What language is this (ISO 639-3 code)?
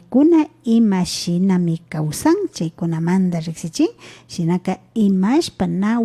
qvi